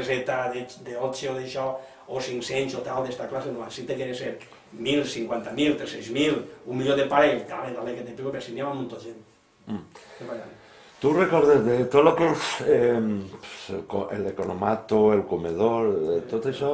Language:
Catalan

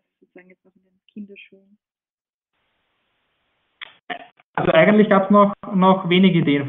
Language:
German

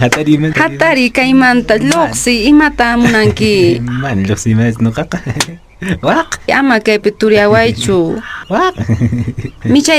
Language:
Quechua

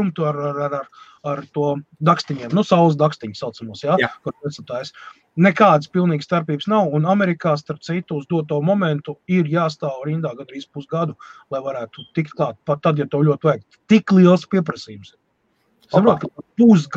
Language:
Latvian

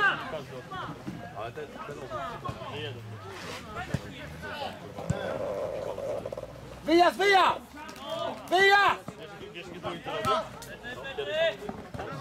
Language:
Polish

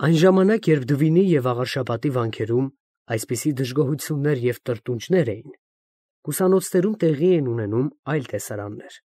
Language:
Armenian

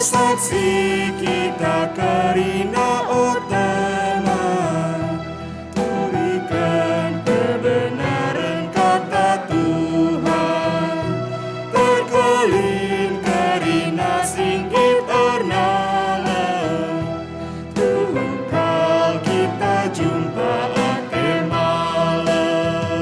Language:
Batak Karo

